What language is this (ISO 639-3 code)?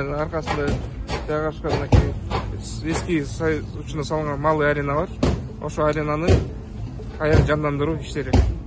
kir